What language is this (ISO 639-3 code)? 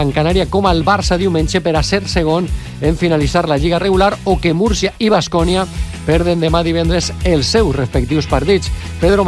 cat